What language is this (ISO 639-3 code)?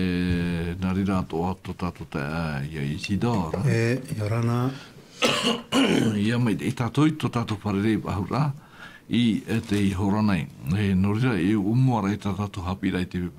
tah